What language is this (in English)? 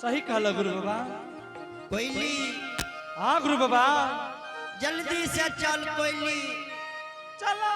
Angika